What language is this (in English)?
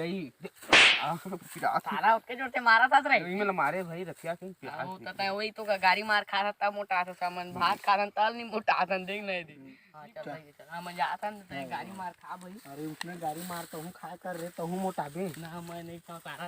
Chhattisgarhi